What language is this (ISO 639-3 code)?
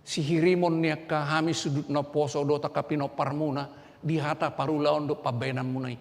bbc